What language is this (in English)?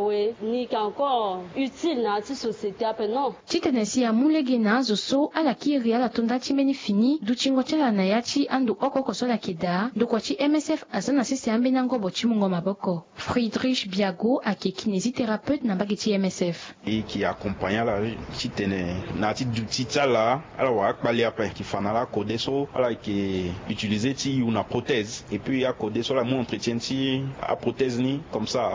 Sango